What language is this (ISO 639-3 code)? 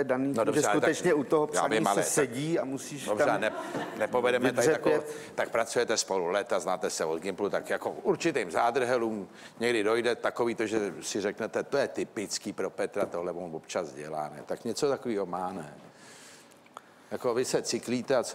ces